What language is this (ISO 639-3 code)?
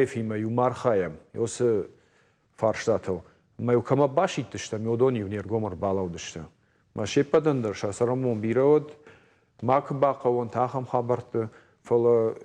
oss